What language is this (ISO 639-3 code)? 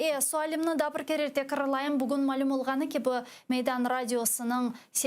crh